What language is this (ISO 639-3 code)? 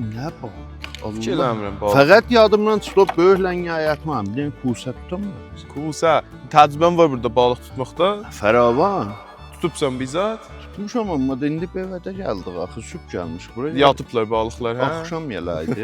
azb